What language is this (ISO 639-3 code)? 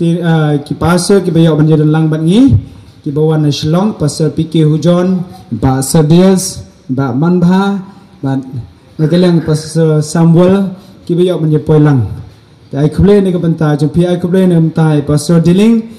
kha